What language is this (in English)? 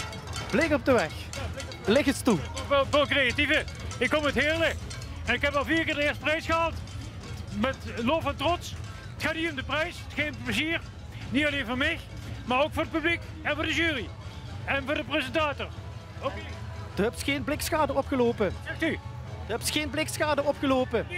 Limburgish